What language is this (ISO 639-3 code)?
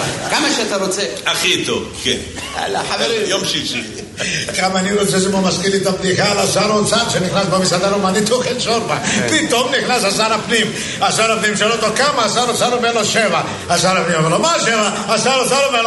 heb